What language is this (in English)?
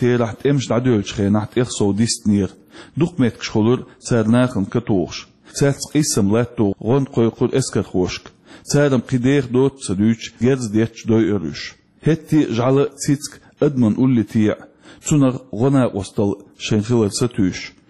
Chechen